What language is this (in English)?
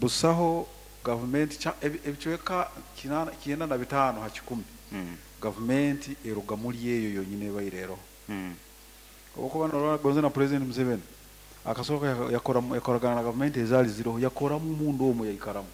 Nyoro